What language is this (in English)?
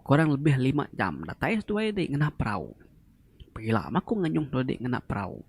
Iban